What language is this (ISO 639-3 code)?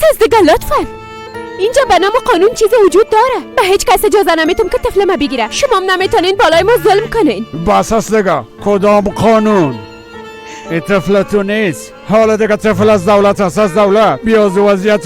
fas